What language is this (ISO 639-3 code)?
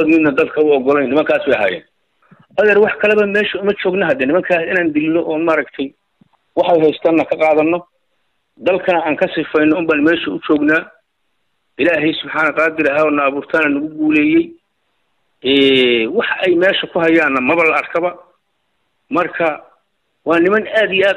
som